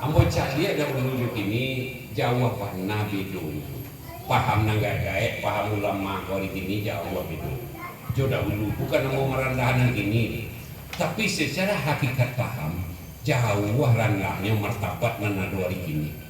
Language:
Minangkabau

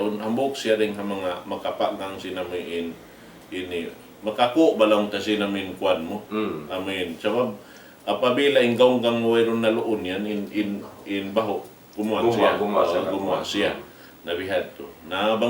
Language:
Tausug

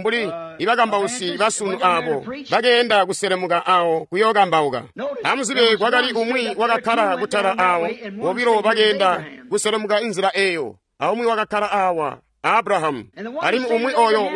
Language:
Tonga (Zambia)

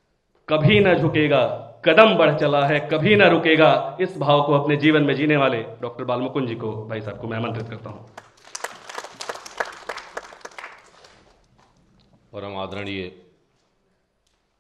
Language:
Hindi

